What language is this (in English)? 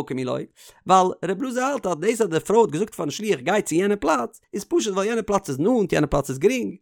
Yiddish